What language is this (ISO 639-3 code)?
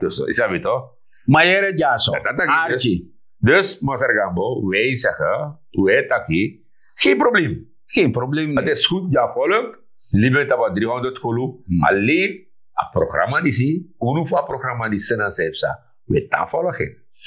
srn